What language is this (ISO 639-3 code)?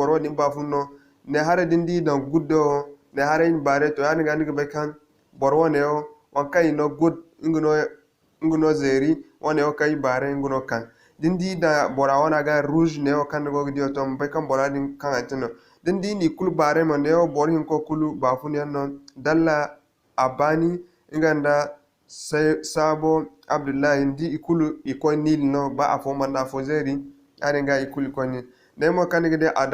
dje